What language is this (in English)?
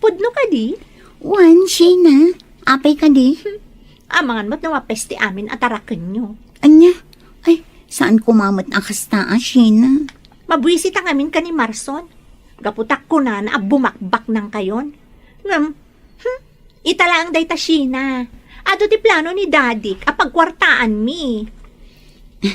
Iloko